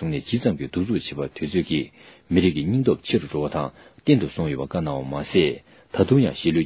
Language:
Tibetan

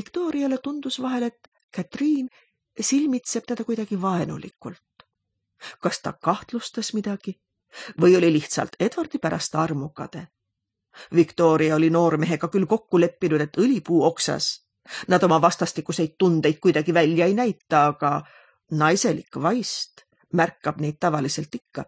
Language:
Estonian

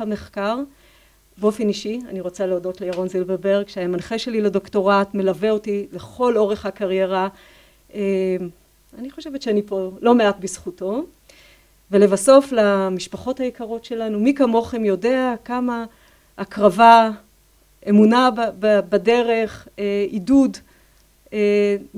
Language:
Hebrew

